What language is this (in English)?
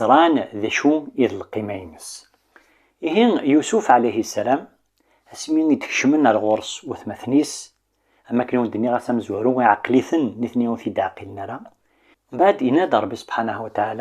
Kabyle